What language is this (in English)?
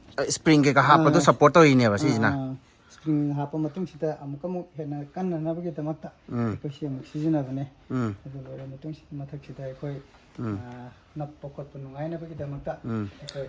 Manipuri